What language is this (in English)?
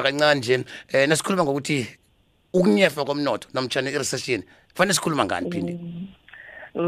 South Ndebele